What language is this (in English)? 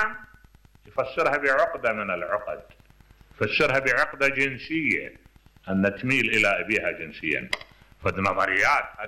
Mesopotamian Arabic